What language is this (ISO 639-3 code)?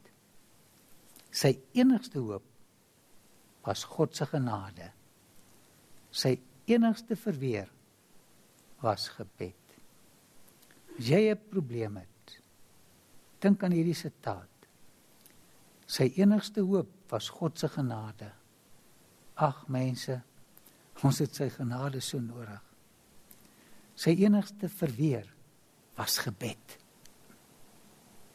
afr